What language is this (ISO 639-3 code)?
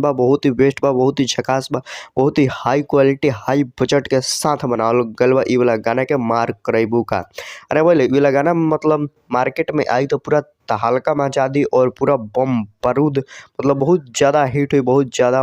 bho